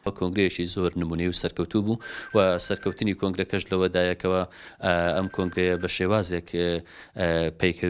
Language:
Central Kurdish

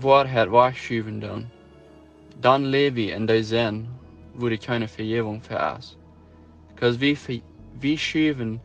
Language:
Plautdietsch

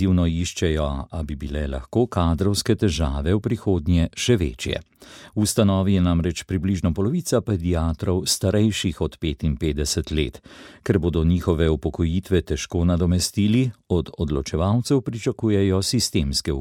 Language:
Slovenian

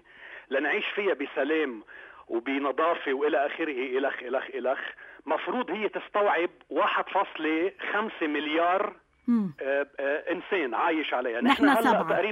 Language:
North Levantine Arabic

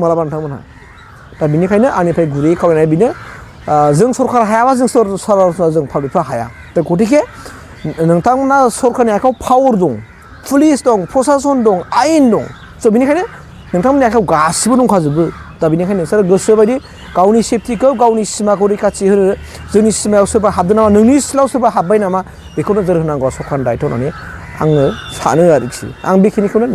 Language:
Bodo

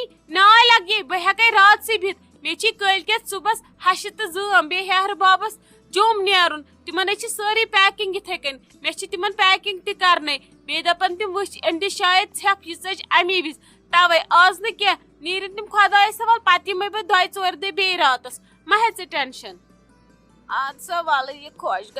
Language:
Kashmiri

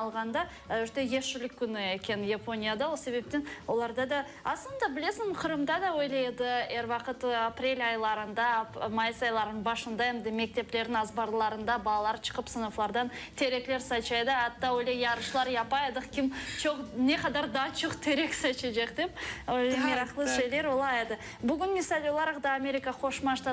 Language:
Crimean Tatar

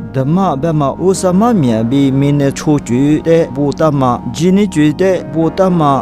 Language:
Lisu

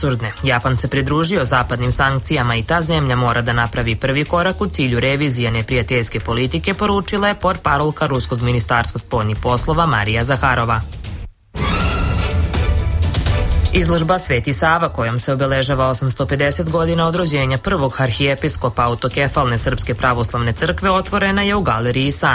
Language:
Serbian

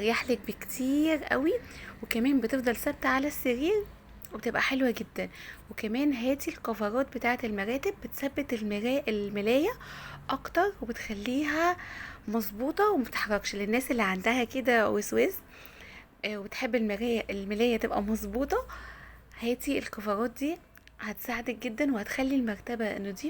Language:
Egyptian Arabic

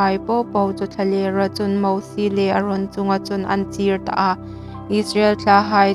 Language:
Hmar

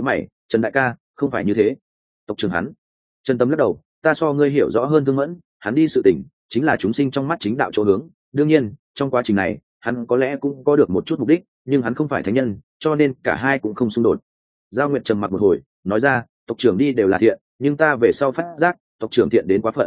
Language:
Vietnamese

